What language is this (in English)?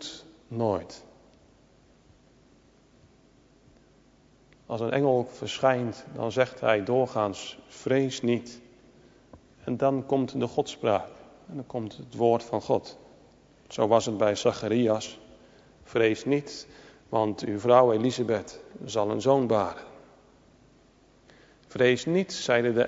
Dutch